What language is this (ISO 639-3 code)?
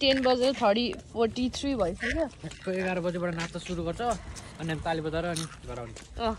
nep